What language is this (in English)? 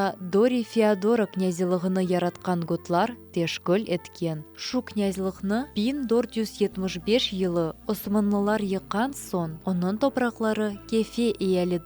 Crimean Tatar